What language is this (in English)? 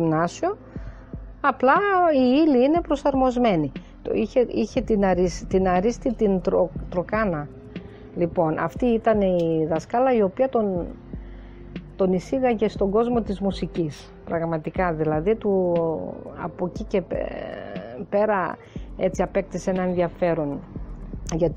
Greek